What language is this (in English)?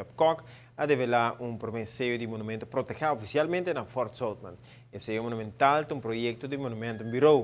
Papiamento